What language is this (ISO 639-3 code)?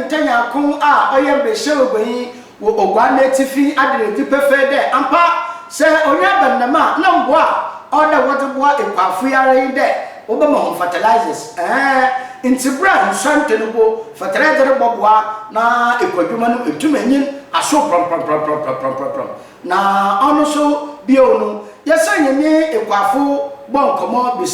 aka